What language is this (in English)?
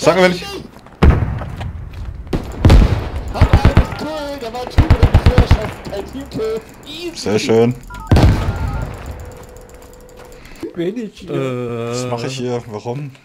German